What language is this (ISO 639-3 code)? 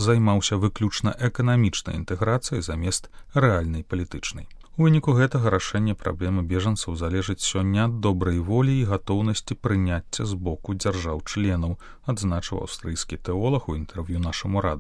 bel